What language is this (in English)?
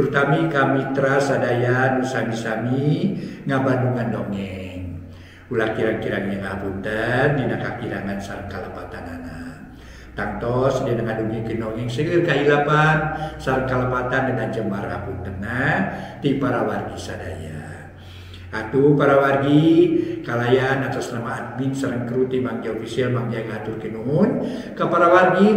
Sundanese